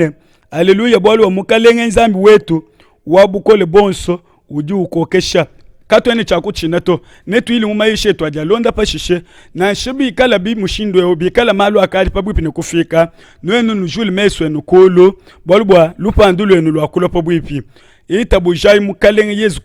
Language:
Luba-Lulua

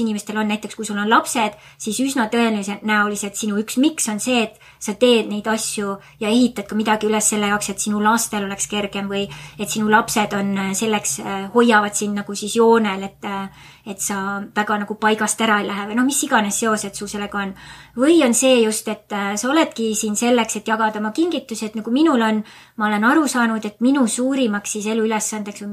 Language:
Estonian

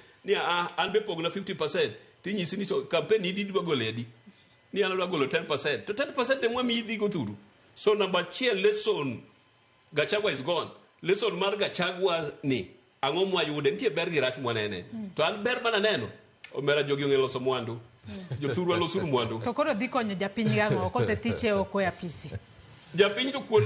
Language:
Luo (Kenya and Tanzania)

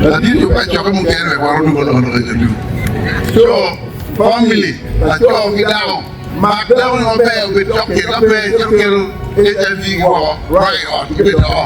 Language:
Acoli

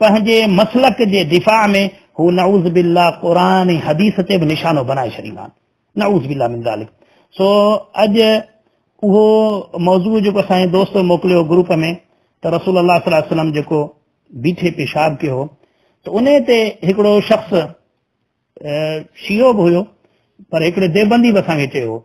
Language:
Sindhi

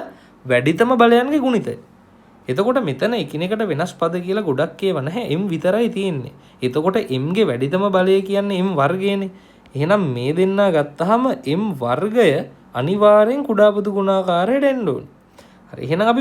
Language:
Sinhala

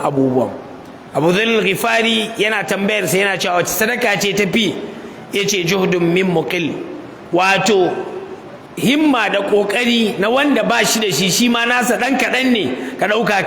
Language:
Hausa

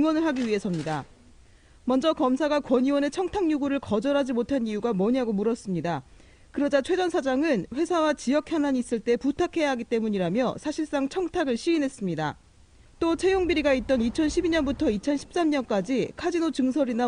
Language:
Korean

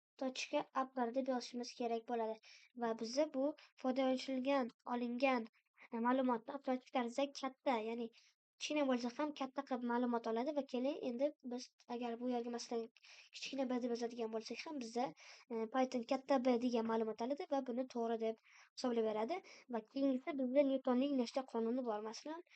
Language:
Uzbek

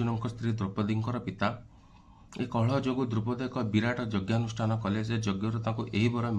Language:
Odia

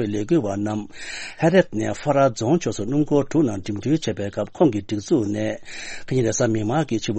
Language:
Tibetan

